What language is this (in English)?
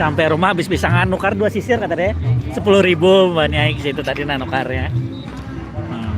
Banjar